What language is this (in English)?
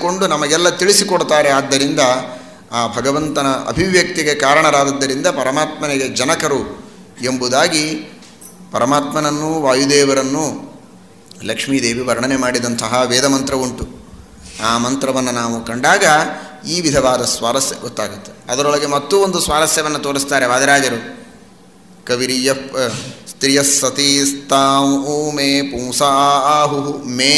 Kannada